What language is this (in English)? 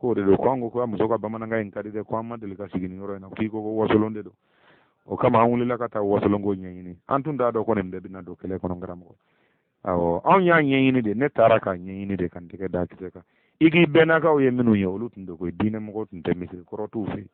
Bambara